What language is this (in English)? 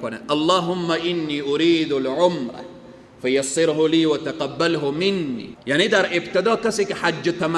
Persian